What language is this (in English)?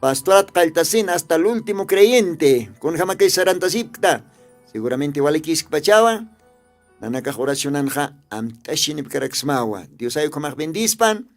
Aymara